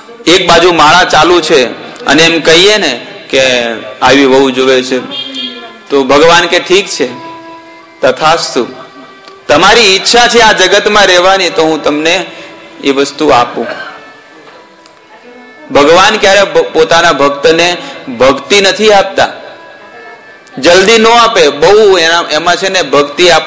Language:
Gujarati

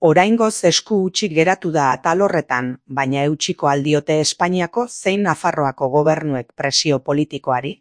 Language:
Basque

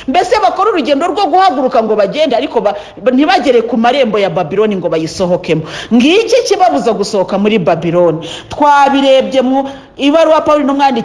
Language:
Kinyarwanda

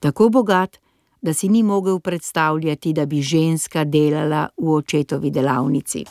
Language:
Slovenian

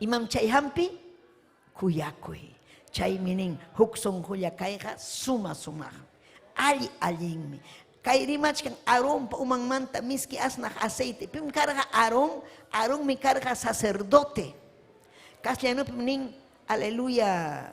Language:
Ayacucho Quechua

